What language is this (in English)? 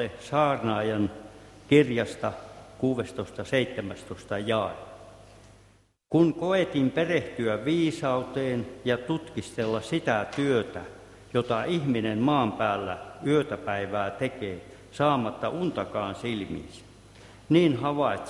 Finnish